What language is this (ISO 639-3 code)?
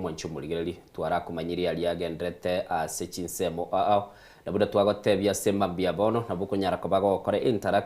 guz